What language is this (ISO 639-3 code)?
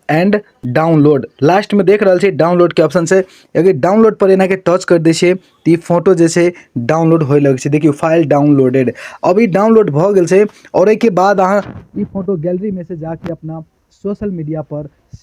mai